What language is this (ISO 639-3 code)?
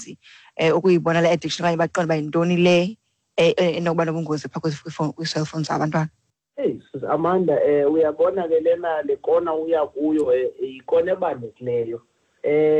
xho